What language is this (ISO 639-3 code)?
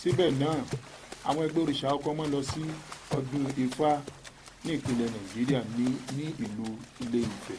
yor